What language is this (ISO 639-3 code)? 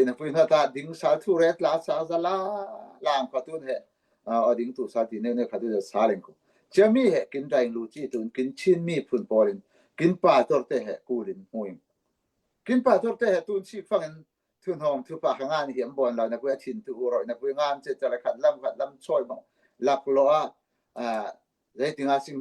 cfm